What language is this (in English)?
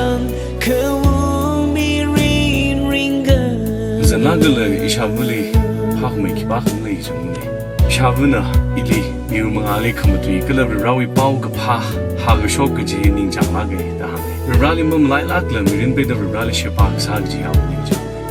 Tangkhul Naga (India)